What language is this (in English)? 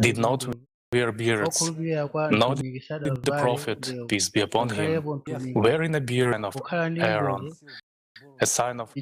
Nyanja